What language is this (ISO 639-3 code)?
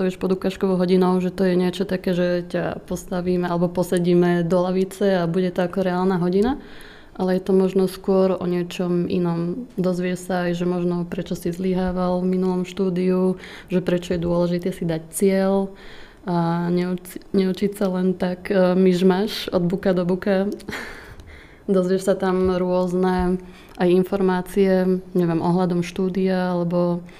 slk